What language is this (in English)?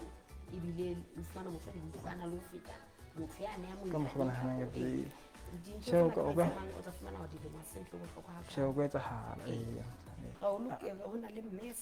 Southern Sotho